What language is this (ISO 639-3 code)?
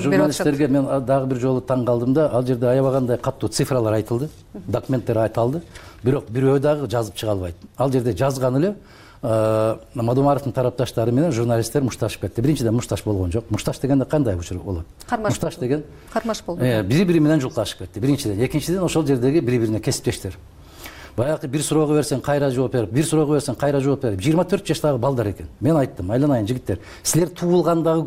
kir